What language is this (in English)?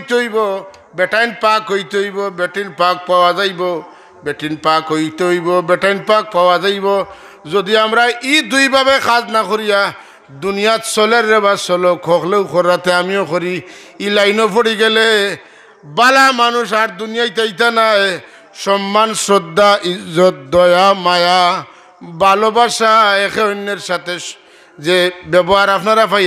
Sylheti